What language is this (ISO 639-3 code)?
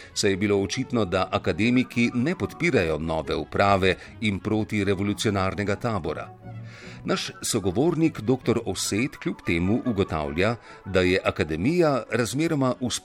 slv